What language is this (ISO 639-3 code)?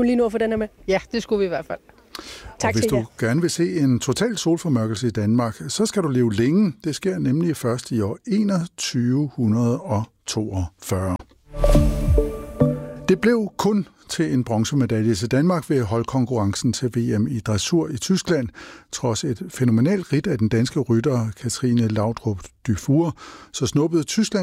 dan